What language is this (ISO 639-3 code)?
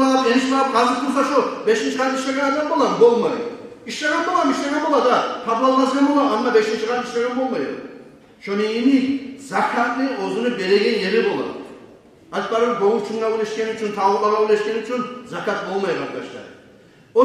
kum